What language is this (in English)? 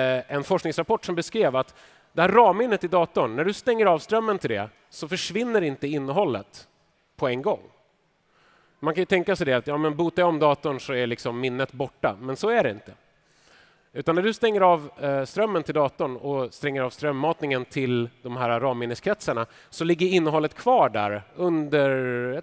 Swedish